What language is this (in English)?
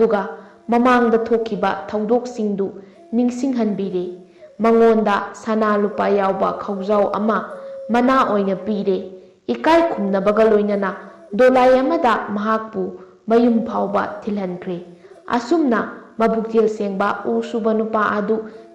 Manipuri